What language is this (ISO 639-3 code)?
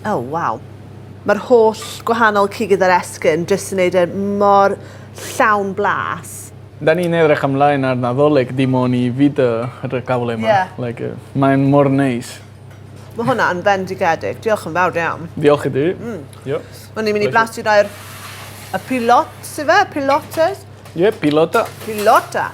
cym